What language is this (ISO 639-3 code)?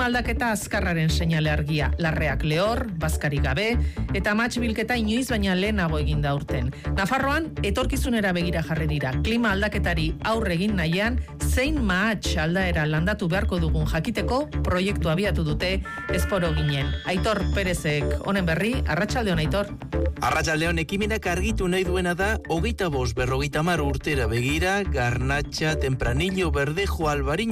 eus